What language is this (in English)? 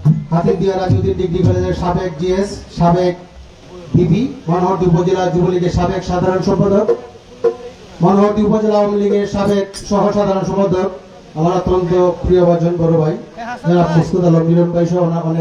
Bangla